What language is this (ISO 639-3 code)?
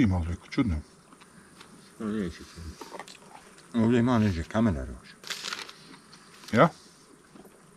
bos